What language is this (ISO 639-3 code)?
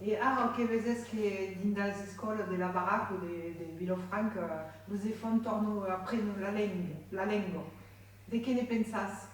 oci